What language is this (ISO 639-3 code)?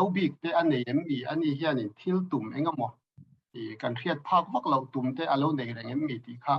lus